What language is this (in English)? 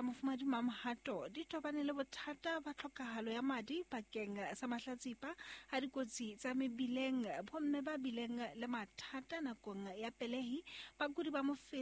Southern Sotho